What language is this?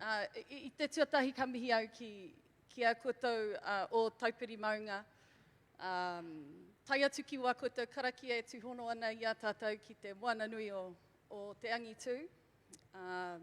Māori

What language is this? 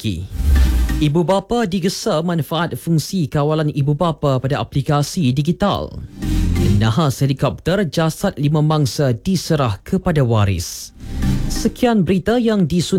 Malay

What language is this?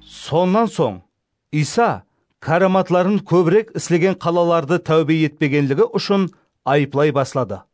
Kara-Kalpak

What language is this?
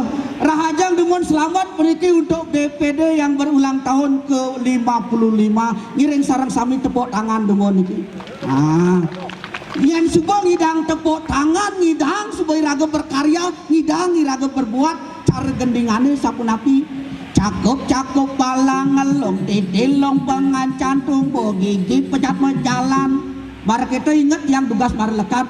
Balinese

